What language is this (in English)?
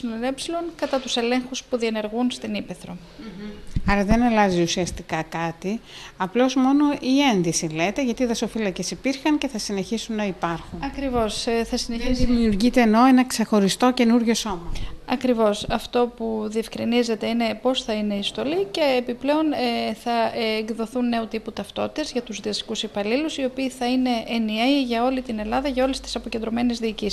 Greek